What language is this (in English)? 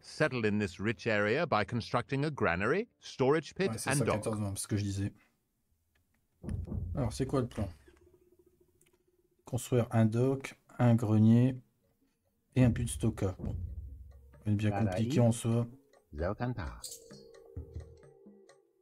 French